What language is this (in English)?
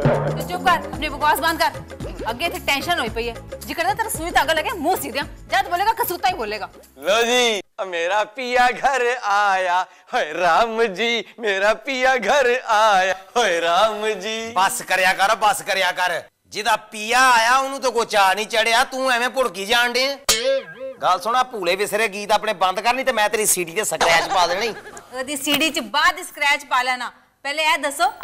Punjabi